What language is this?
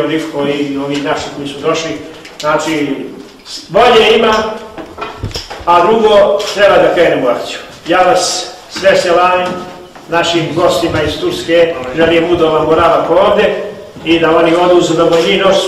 Bosnian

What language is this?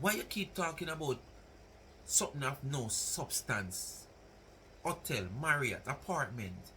Jamaican Creole English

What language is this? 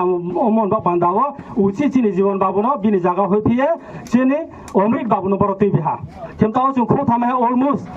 Riang (India)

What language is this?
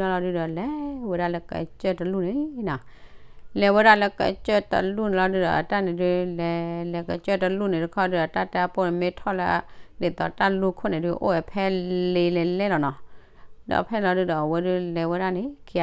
S'gaw Karen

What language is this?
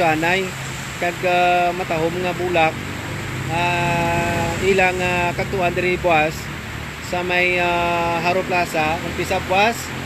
Hiligaynon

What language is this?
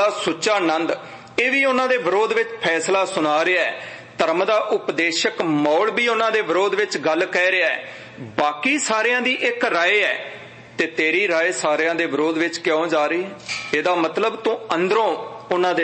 Punjabi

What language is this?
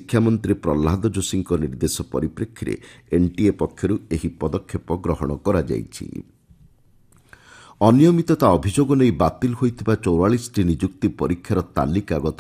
Odia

